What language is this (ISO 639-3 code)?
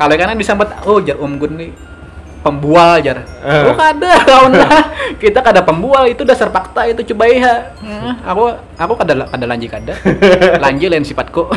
bjn